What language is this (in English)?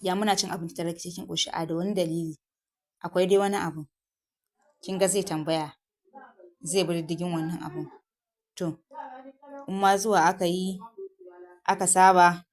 Hausa